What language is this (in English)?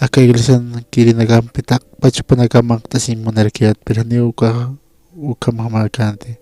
Aymara